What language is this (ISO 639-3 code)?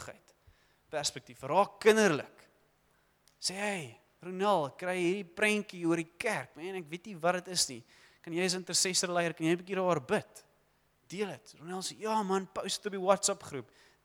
afr